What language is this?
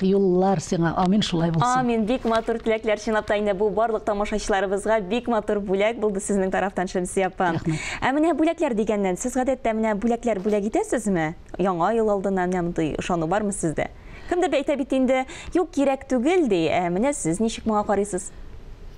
Tatar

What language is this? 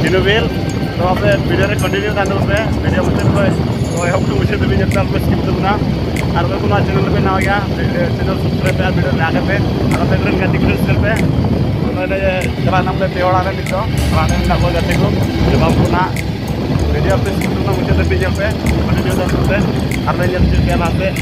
Santali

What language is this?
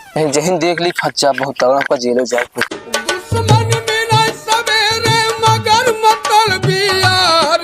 Awadhi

